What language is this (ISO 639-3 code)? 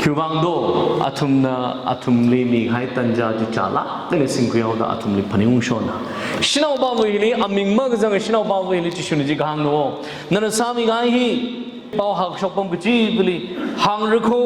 nmf